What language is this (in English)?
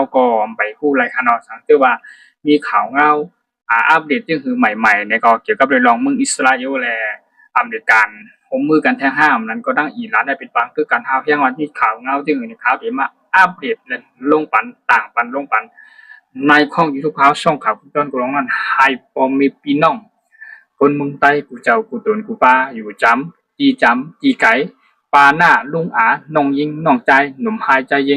Shan